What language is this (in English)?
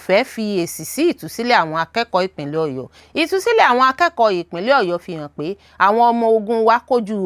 Yoruba